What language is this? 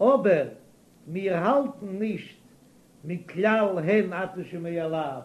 Yiddish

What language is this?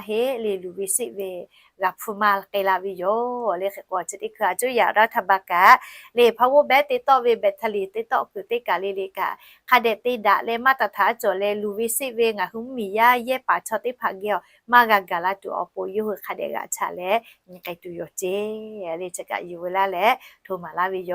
Lahu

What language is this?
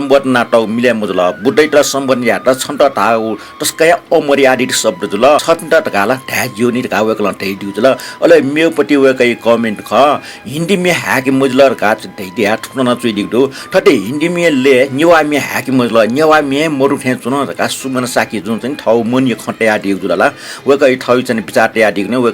Newari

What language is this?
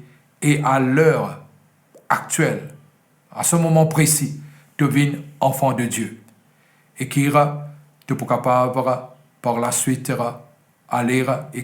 Morisyen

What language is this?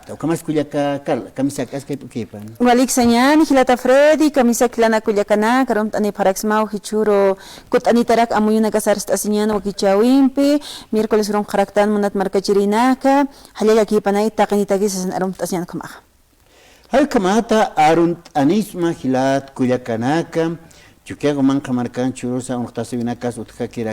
Aymara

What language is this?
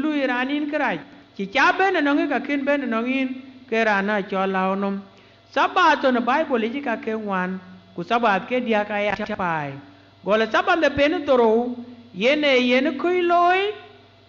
Dinka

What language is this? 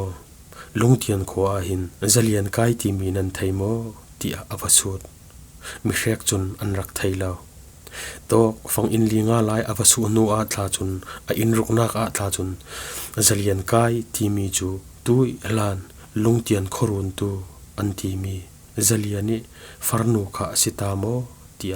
Falam Chin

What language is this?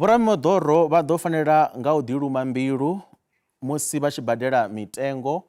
Venda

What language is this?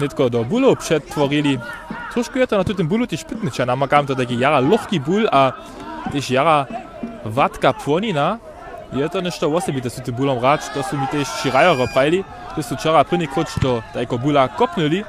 Upper Sorbian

